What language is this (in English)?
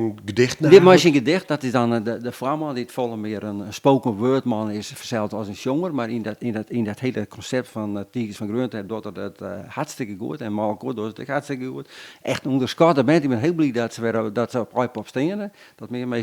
Western Frisian